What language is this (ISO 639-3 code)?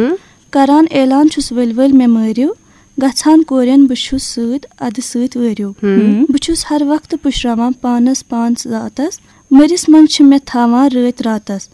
kas